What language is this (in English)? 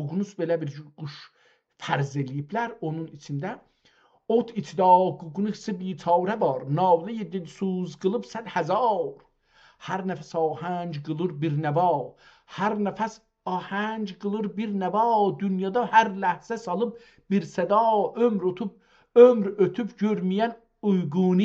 South Azerbaijani